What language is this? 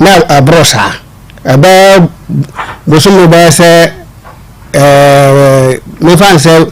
Akan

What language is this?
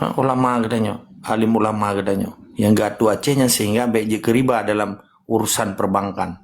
Achinese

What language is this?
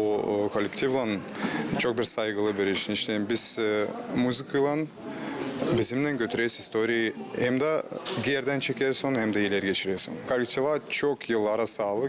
Gagauz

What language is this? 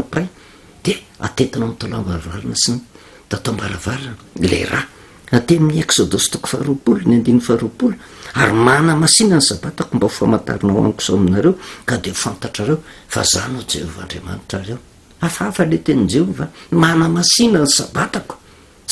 Malagasy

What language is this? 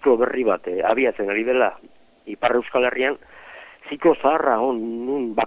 Basque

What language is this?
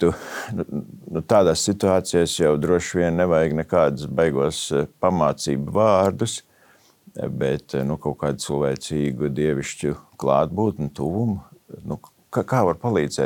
Latvian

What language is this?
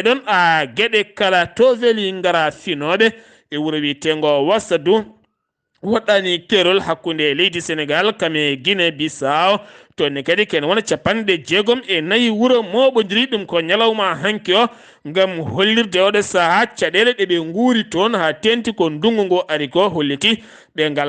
Fula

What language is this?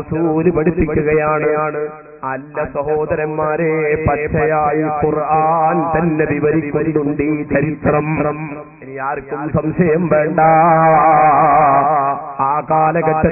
Malayalam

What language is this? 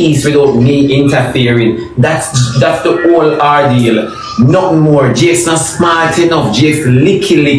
Jamaican Creole English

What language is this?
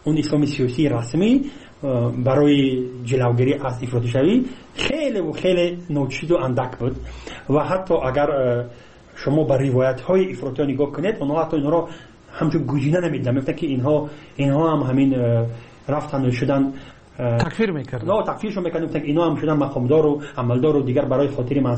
Persian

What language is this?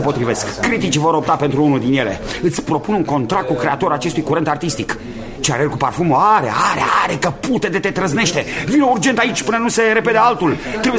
Romanian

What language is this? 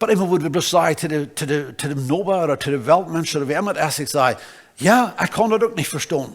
Plautdietsch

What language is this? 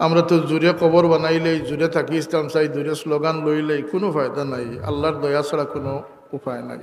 Sylheti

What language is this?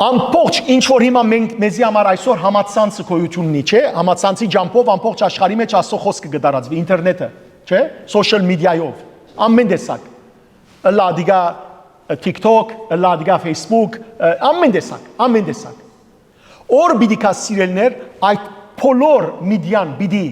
Western Armenian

